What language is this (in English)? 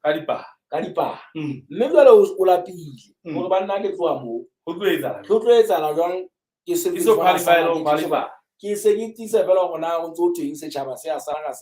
Southern Sotho